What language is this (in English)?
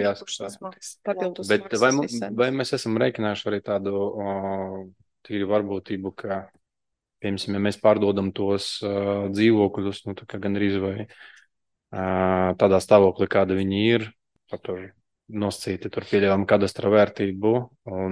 Latvian